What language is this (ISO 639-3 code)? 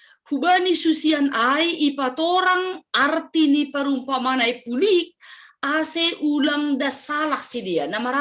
bts